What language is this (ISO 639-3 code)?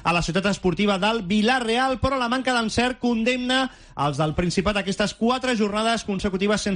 cat